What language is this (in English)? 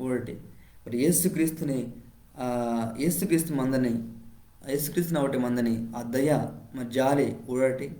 Koya